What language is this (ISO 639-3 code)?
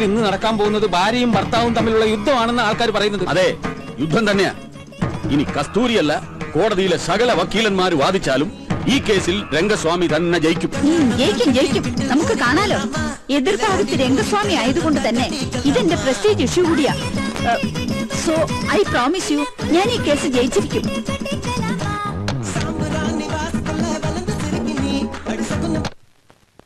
mal